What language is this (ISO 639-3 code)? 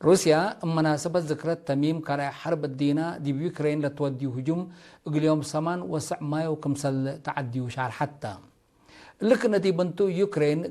tig